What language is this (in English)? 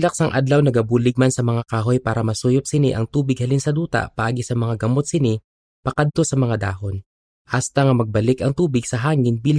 Hiligaynon